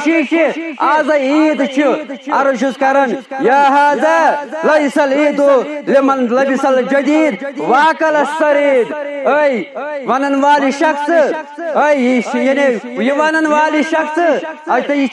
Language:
Kashmiri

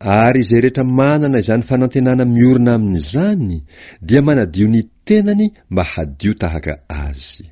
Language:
Malagasy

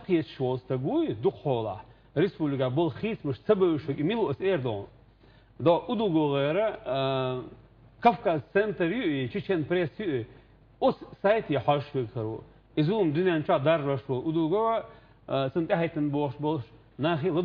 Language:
Chechen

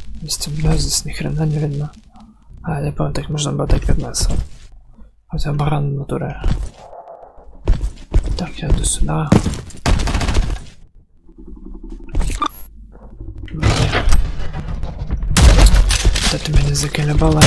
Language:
Russian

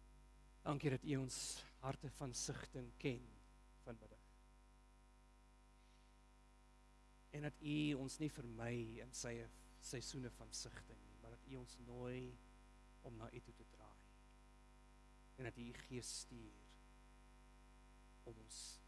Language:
Afrikaans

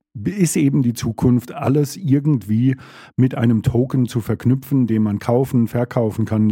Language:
German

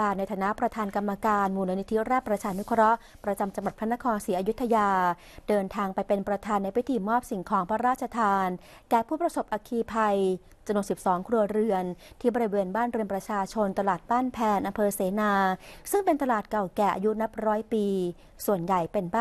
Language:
Thai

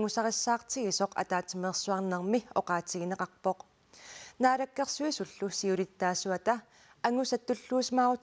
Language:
Kalaallisut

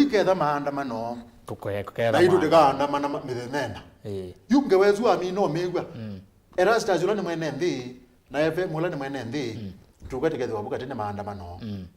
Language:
Kamba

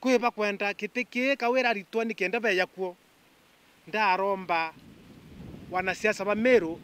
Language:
Meru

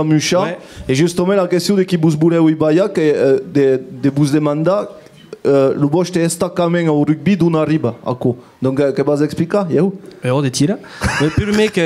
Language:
Occitan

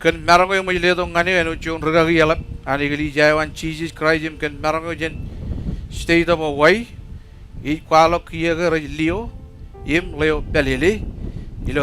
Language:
Marshallese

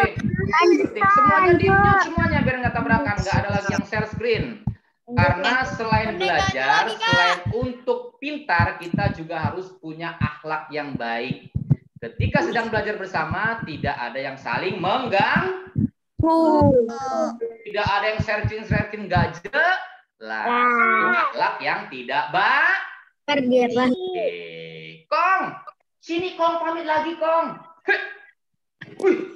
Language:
Indonesian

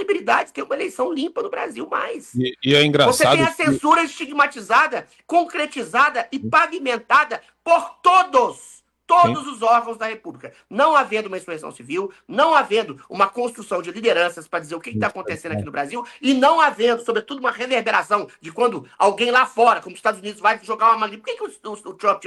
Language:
Portuguese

